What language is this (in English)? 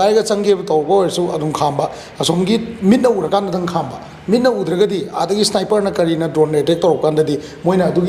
Manipuri